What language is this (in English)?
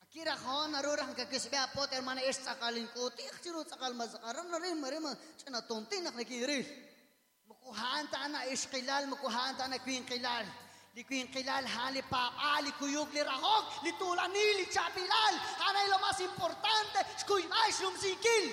Kekchí